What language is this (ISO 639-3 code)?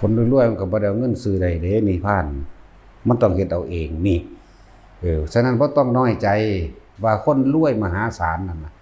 tts